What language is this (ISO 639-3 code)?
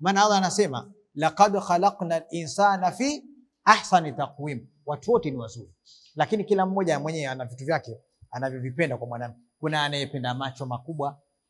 swa